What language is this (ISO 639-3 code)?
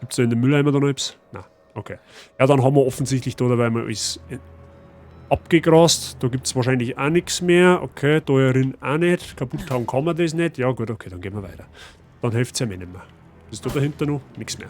bar